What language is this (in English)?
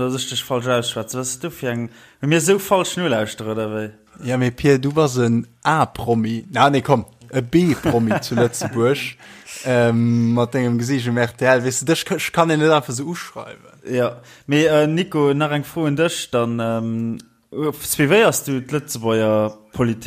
Luxembourgish